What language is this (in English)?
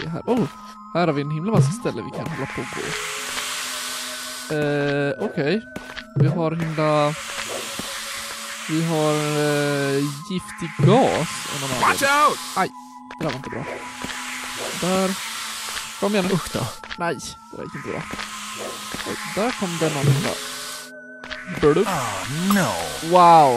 Swedish